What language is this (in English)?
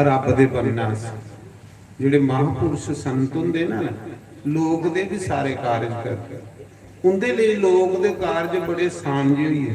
Dogri